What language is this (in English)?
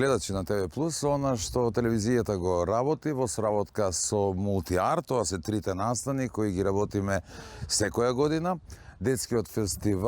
Macedonian